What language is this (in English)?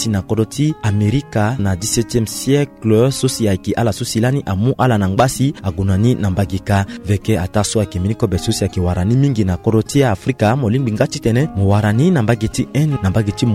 Sango